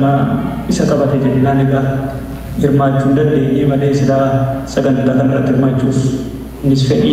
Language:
Oromo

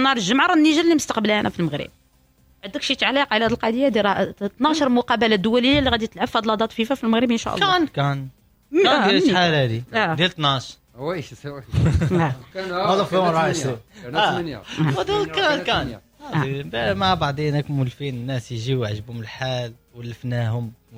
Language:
Moroccan Arabic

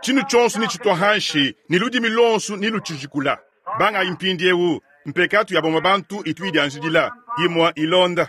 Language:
Luba-Lulua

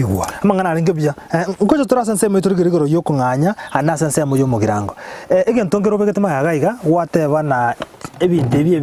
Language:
Gusii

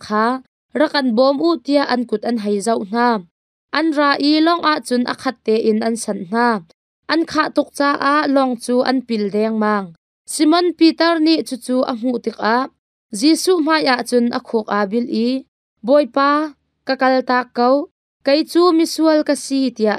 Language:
Hakha Chin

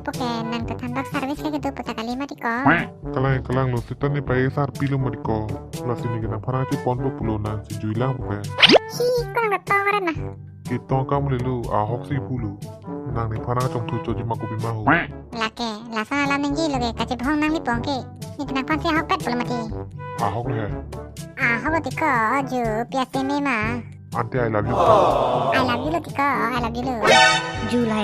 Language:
Karbi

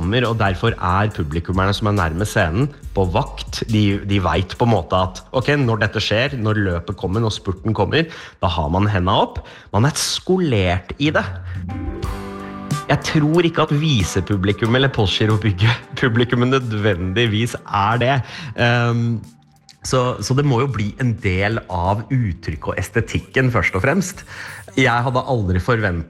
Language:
Norwegian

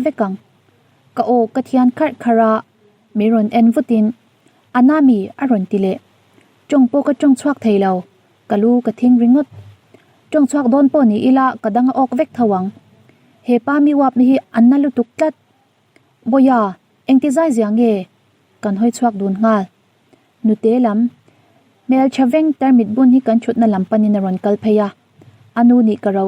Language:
Mizo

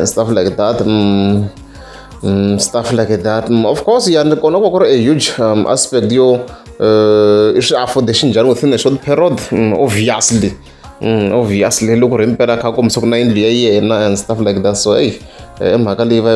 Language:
Tsonga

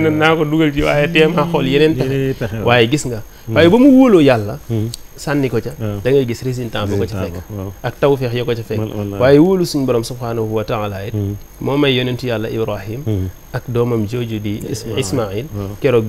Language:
Wolof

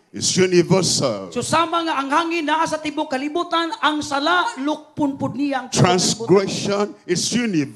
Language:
Cebuano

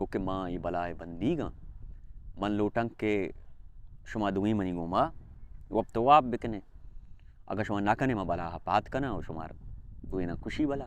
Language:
Baluchi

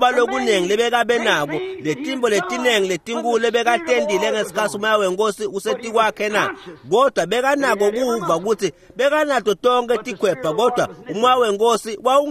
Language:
Swati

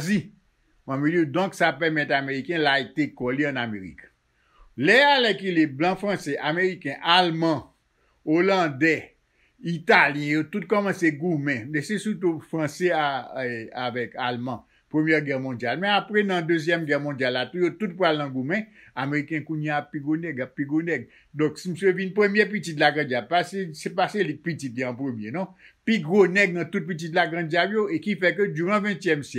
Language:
Haitian Creole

